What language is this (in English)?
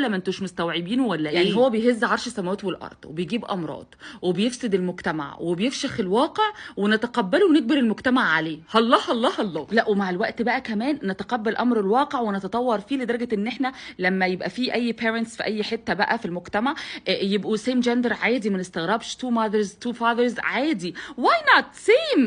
Egyptian Arabic